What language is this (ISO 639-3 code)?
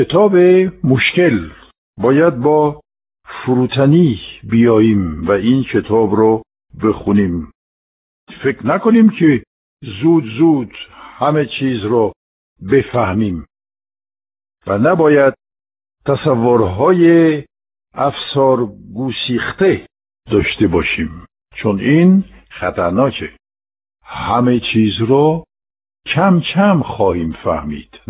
fas